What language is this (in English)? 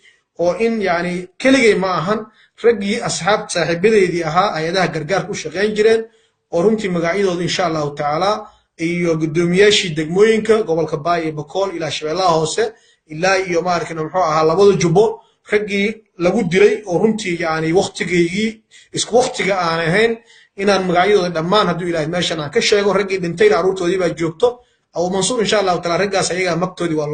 Somali